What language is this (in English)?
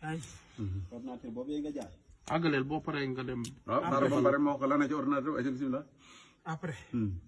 Wolof